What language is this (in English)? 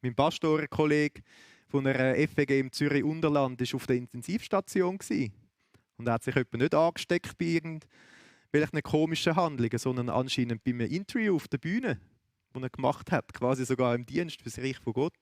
Swiss German